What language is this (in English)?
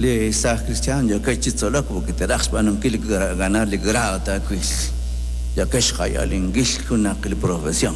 Kekchí